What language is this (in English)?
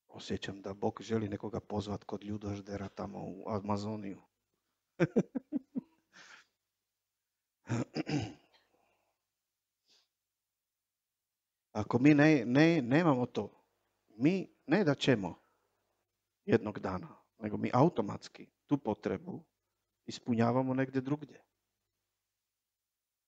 Croatian